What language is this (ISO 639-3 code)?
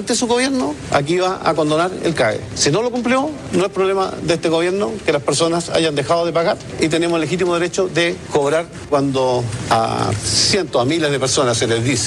spa